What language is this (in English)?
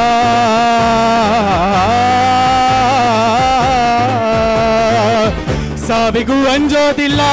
Kannada